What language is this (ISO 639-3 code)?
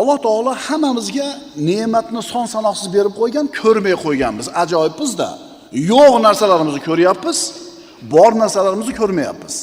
uzb